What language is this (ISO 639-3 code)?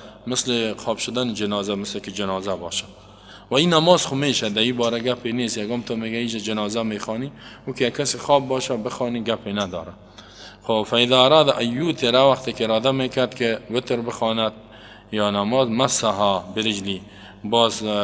fas